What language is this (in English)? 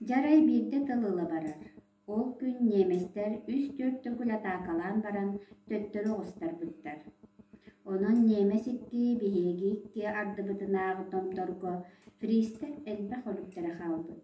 Yakut